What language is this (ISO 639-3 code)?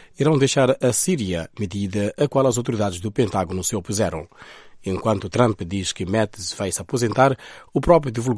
por